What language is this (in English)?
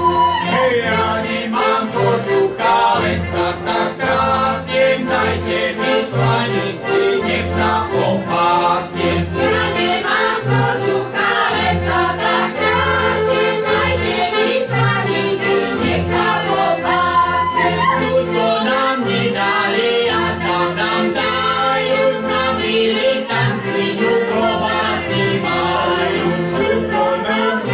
Slovak